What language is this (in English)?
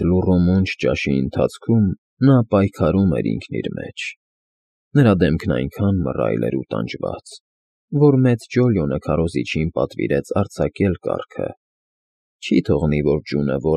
Armenian